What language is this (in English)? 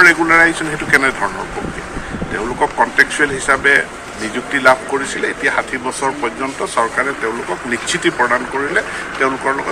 Assamese